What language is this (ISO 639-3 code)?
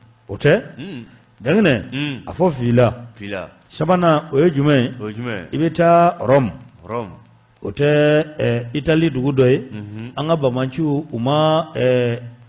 bam